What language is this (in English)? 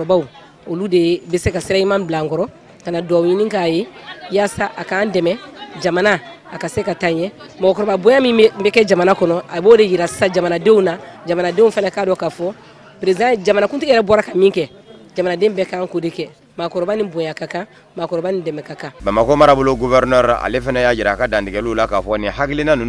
Bambara